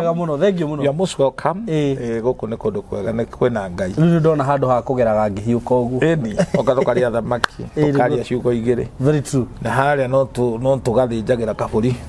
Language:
Kikuyu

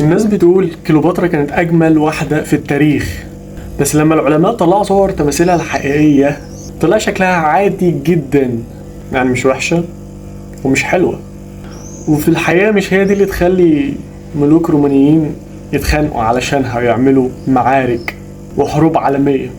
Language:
Egyptian Arabic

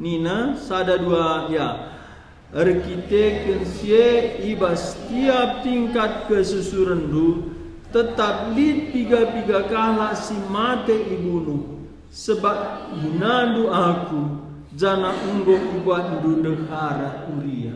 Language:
Batak Karo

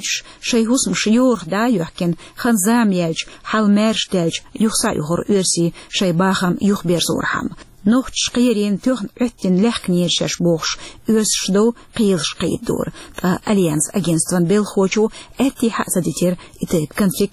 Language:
Chechen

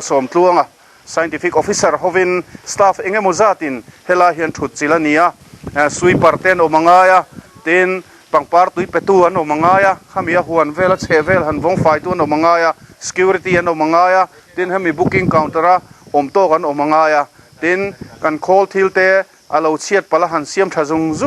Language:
Mizo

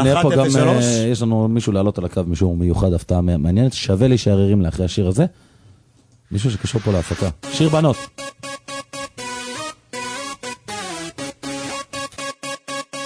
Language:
Hebrew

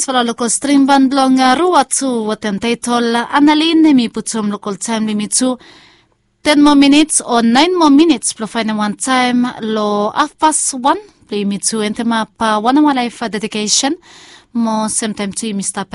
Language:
Bislama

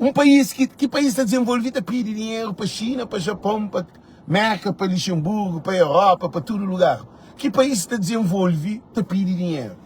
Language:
Kabuverdianu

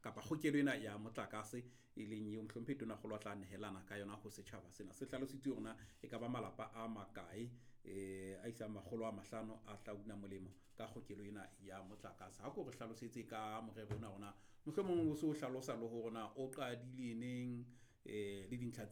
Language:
Southern Sotho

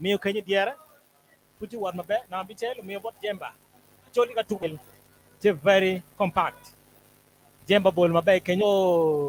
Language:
Acoli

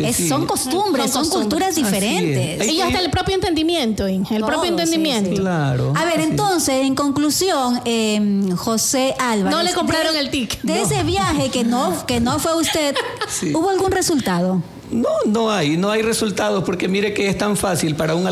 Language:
Spanish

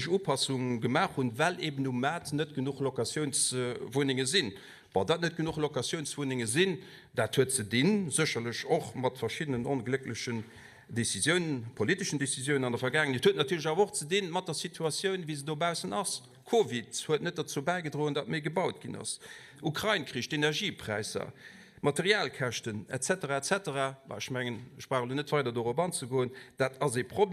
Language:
Luxembourgish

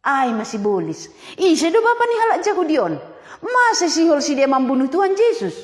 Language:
Batak Simalungun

